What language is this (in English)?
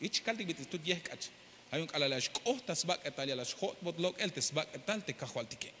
Tzeltal